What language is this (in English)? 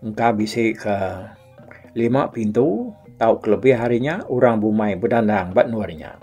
Iban